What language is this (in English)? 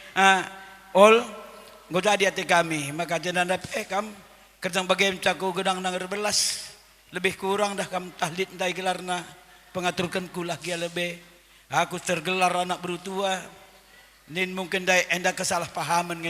Batak Karo